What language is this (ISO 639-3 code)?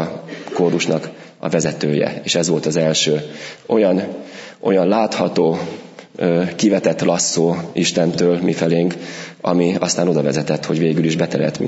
hun